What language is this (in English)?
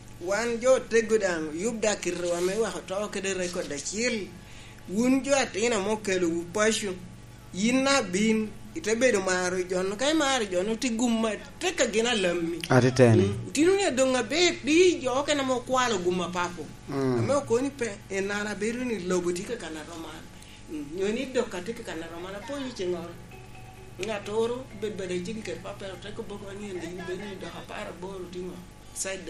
Lango (Uganda)